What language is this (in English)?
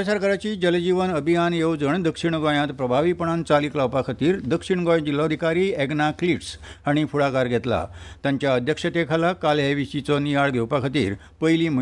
Konkani